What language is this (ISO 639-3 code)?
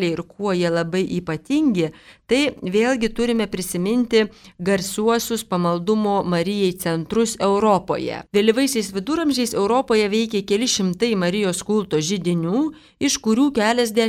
lit